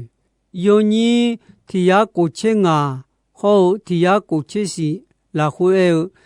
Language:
Akha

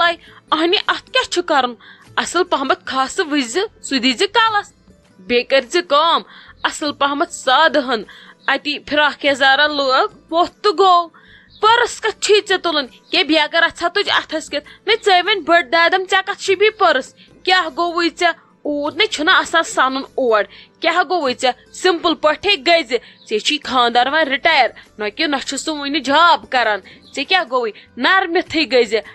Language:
Kashmiri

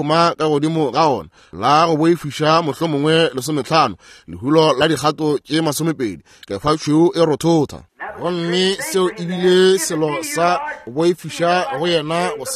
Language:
Northern Sotho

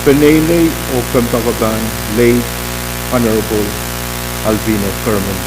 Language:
Pohnpeian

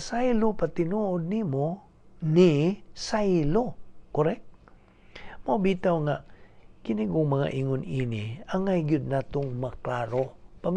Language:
Cebuano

